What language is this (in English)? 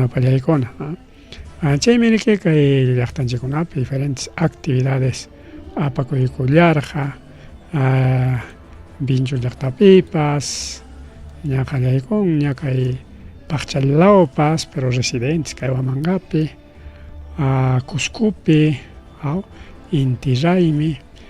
Ayacucho Quechua